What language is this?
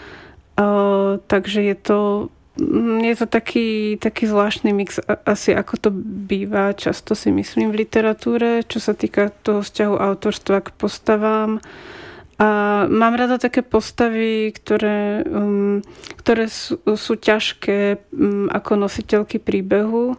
Slovak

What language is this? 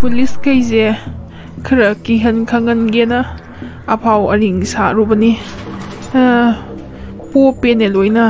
Manipuri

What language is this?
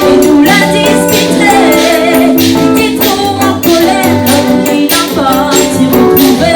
Réunion Creole French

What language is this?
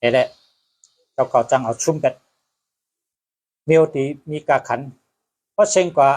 Shan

